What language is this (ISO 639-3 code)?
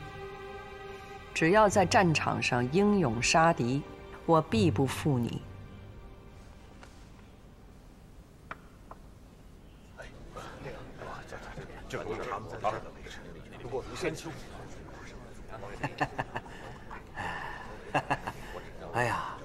zho